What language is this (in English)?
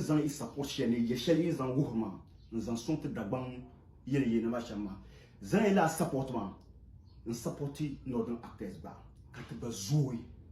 Dagbani